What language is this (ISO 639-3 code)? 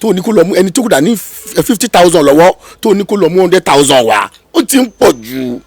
yor